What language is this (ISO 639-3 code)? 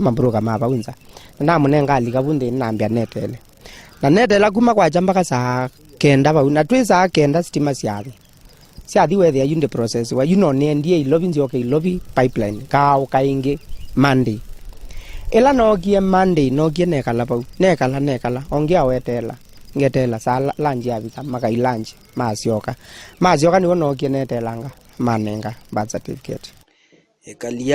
kam